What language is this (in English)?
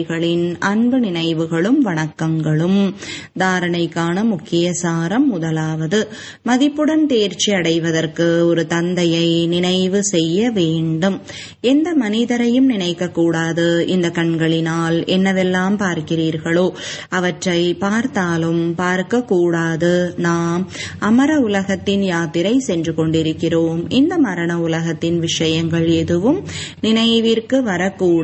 Tamil